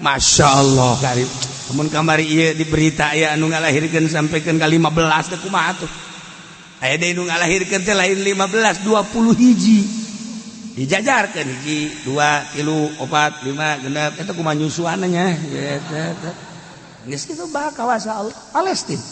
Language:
Sundanese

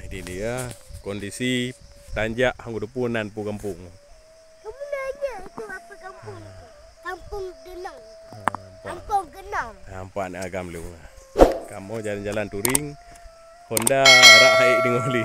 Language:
Achinese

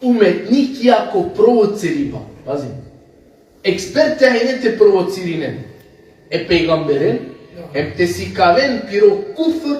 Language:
Balkan Romani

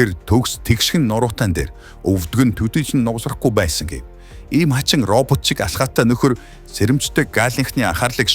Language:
Mongolian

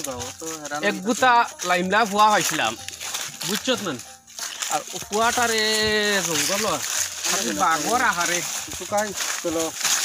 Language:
Sylheti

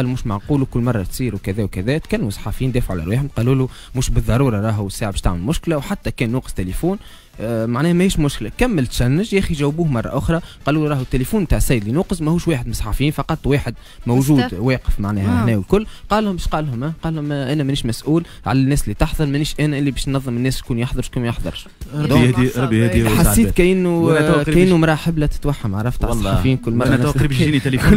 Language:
Tunisian Arabic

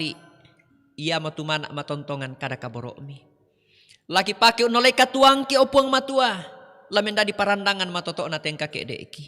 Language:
Toraja-Sa'dan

